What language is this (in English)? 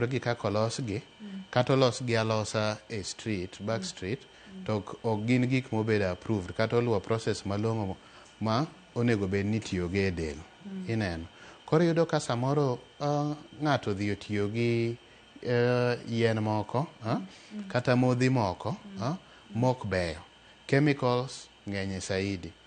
Luo (Kenya and Tanzania)